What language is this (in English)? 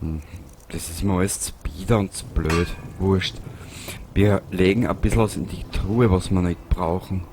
Bavarian